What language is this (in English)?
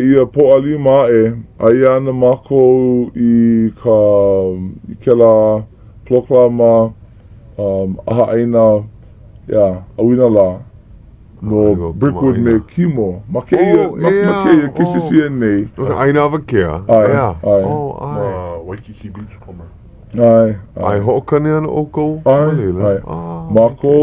Hawaiian